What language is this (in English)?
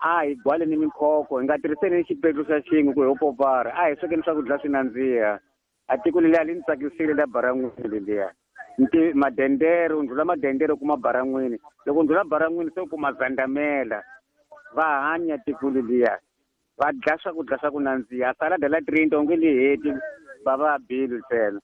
Tsonga